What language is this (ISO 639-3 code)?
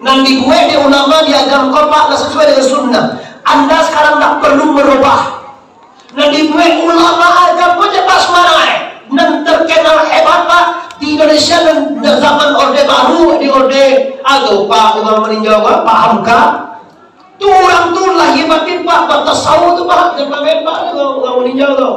min